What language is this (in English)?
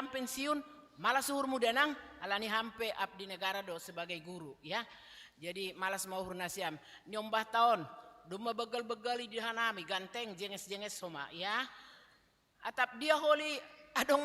Batak Simalungun